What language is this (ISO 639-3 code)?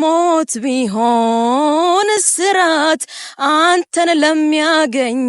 amh